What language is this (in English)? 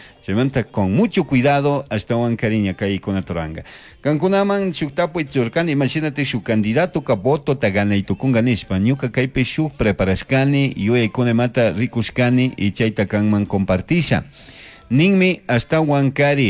Chimborazo Highland Quichua